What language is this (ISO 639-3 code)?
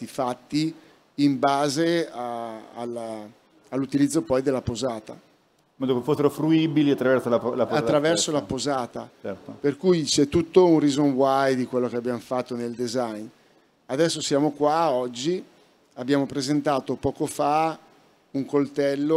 ita